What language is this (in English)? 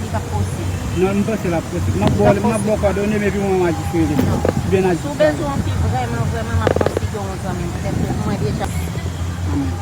Haitian Creole